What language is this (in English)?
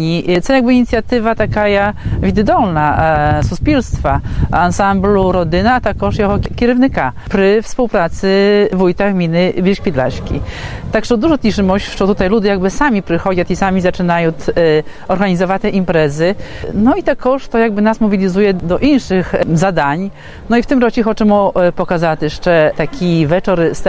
Ukrainian